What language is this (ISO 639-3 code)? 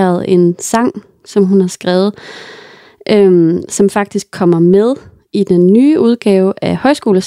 dan